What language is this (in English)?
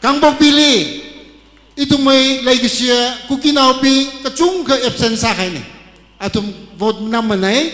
Tangkhul Naga (India)